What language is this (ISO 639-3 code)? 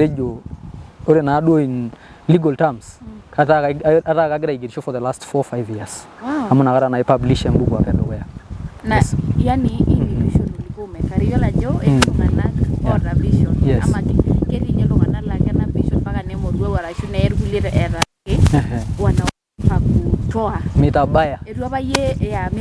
mas